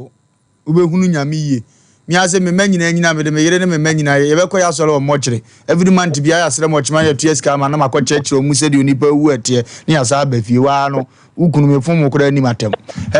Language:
Akan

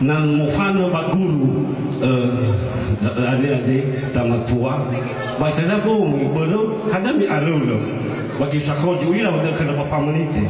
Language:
Nias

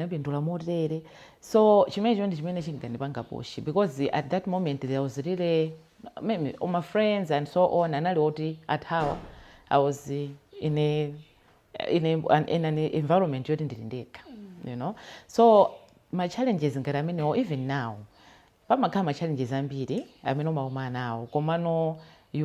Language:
Nyanja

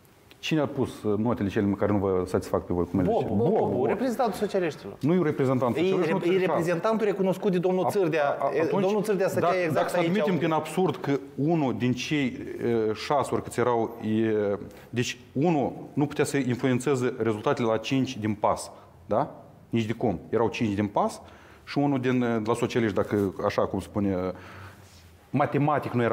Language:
Romanian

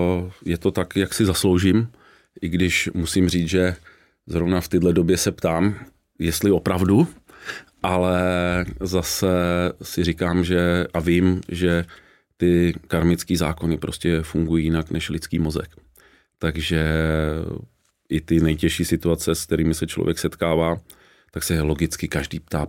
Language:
Czech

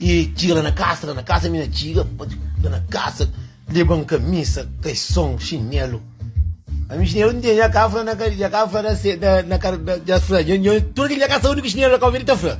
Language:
Kabuverdianu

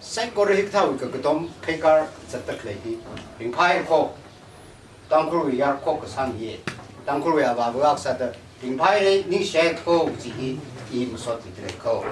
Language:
Tangkhul Naga (India)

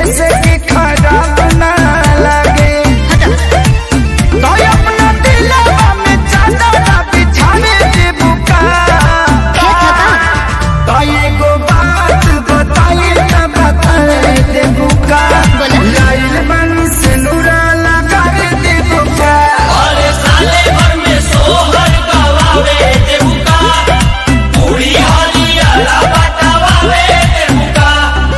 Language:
Bhojpuri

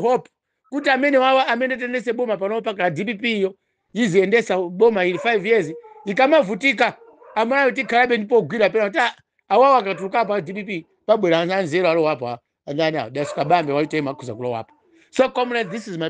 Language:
Nyanja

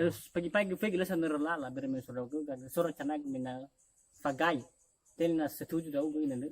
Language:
Nias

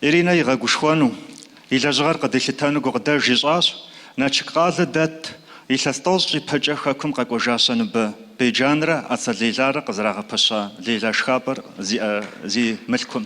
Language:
Kabardian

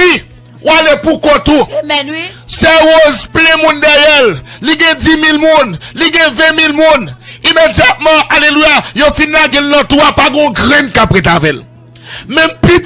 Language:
Haitian Creole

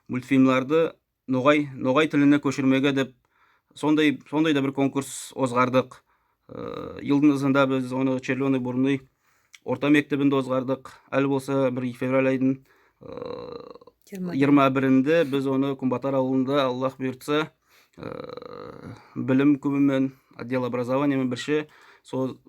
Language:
Nogai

